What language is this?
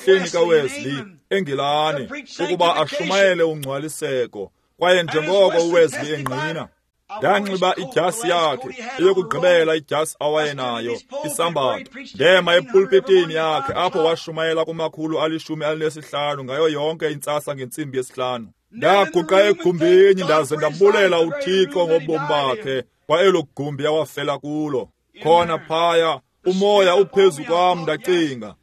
Xhosa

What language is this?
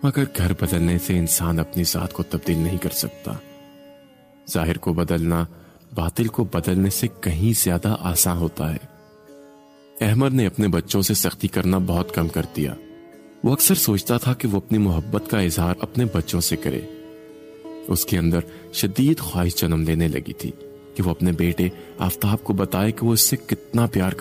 Urdu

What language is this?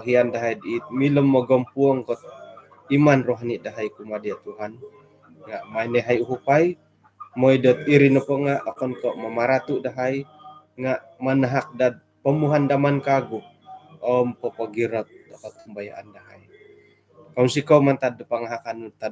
Central Dusun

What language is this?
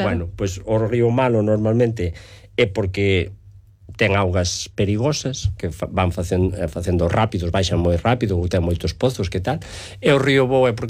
Galician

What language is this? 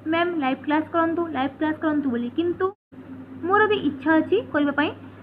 Odia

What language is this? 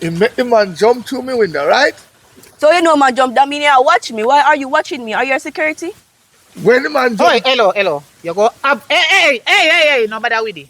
Jamaican Creole English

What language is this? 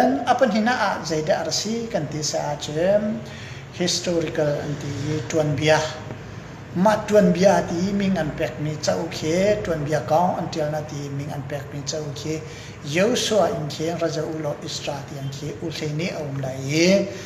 Hakha Chin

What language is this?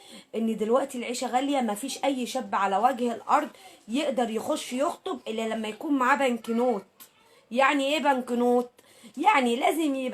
Egyptian Arabic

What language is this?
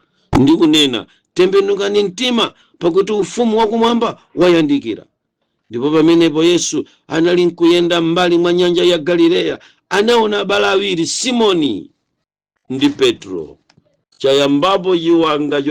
Nyanja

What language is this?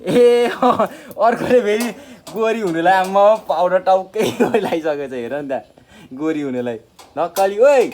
Nepali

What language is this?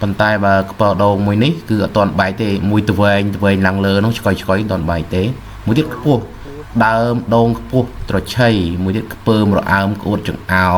Khmer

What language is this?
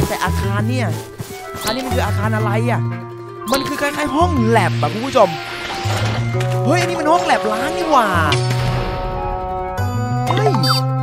Thai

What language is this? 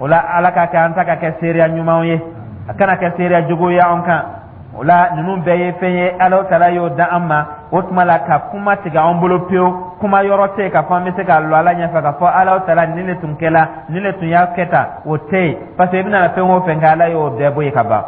Dyula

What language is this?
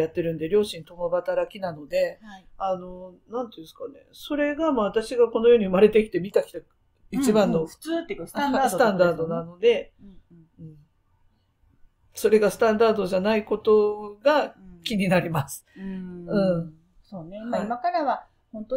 Japanese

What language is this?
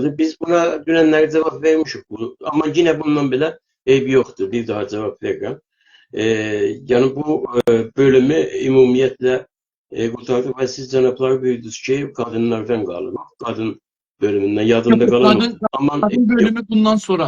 South Azerbaijani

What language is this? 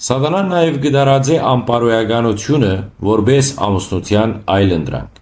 Western Armenian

